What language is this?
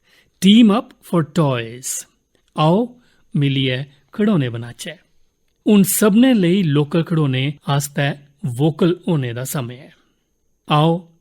Dogri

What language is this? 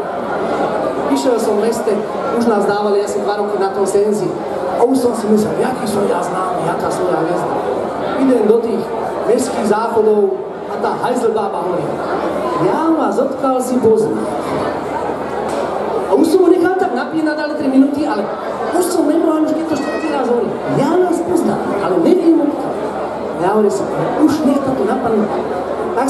Slovak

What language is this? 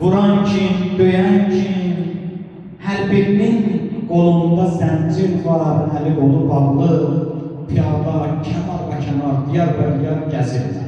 Azerbaijani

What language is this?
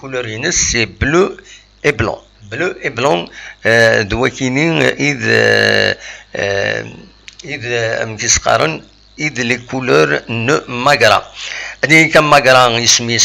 Kabyle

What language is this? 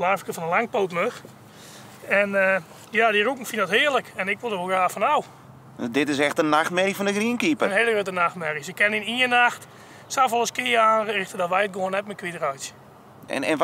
Western Frisian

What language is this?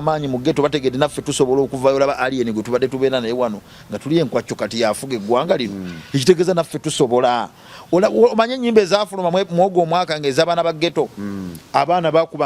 Ganda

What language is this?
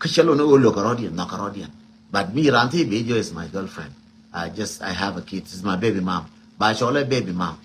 Nuer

